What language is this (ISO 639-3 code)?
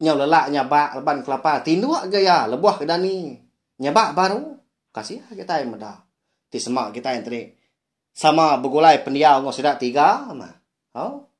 iba